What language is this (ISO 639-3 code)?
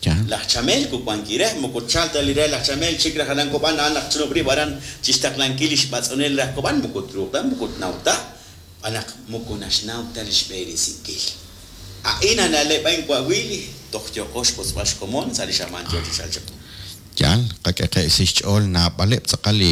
kek